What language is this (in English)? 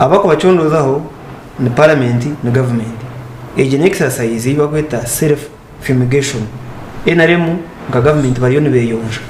Nyankole